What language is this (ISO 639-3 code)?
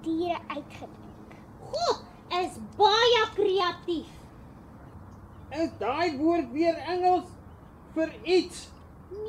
afr